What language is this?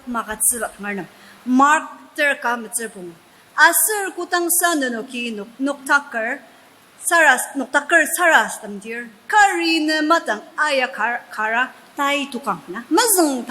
Ao Naga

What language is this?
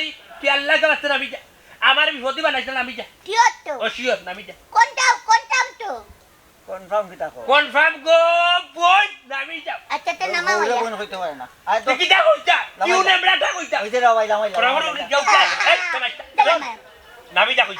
Sylheti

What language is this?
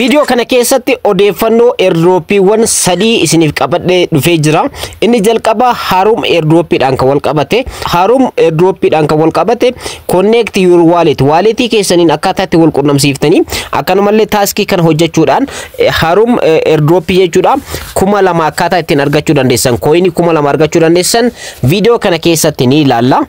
Oromo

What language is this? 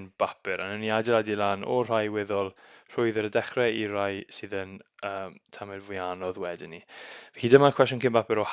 Welsh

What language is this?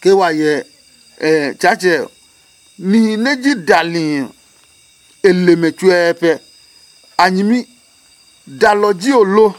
Adangme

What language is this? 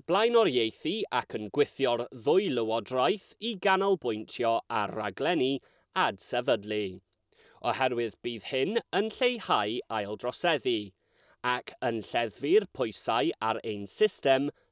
Welsh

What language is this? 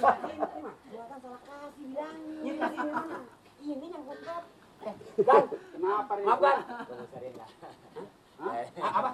Betawi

